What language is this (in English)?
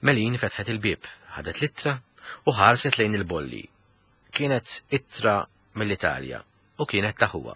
Maltese